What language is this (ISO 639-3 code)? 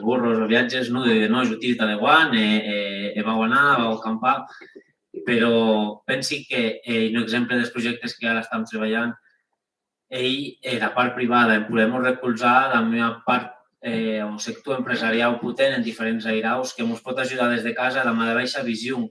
oci